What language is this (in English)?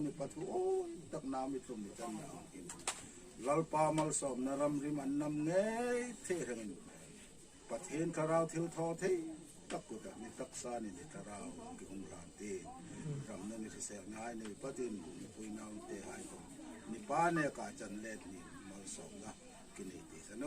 Hmar